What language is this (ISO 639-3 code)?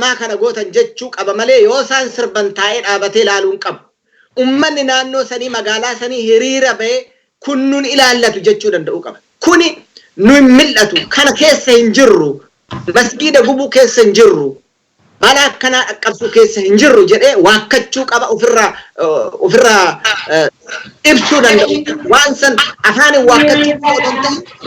orm